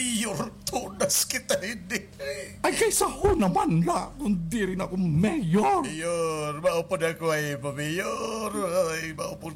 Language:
Waray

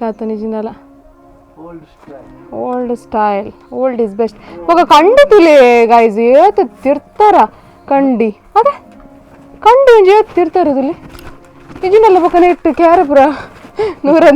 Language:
Tulu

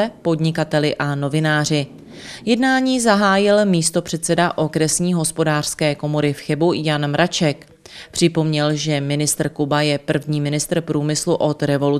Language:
Czech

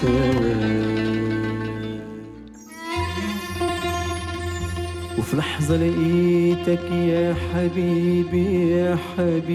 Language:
Egyptian Arabic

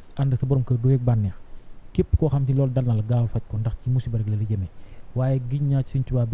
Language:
Wolof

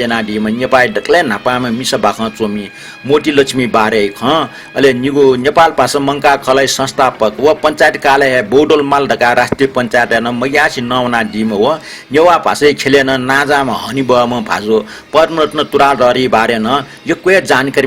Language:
Newari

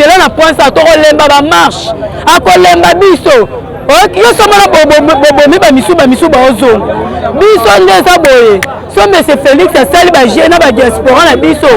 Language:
Lingala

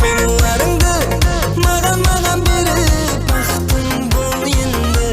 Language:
Kara-Kalpak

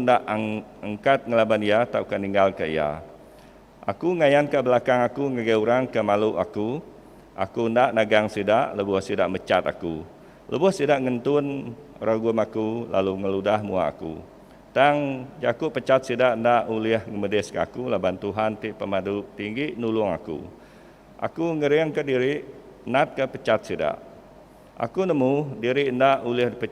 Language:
Iban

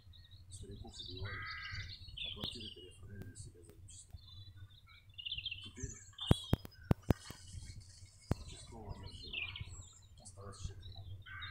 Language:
Russian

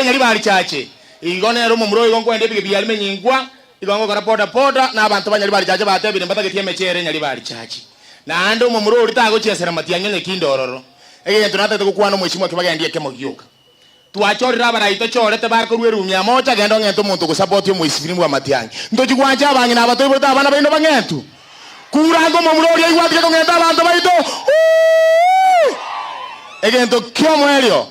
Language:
Gusii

